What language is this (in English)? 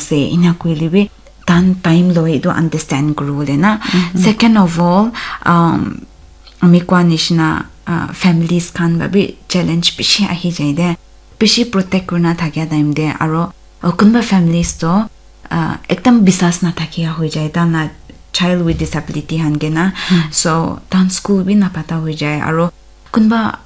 Naga Pidgin